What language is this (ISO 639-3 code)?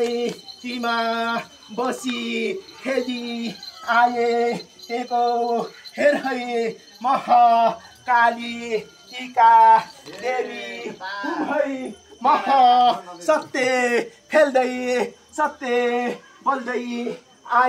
nep